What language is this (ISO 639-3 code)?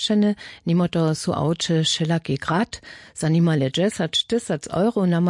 hsb